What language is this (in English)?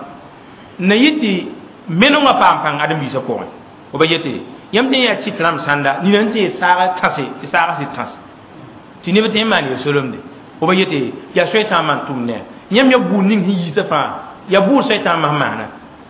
Mossi